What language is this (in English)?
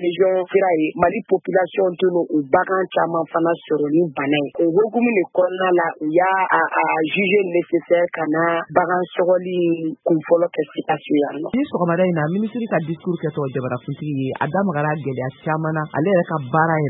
Bambara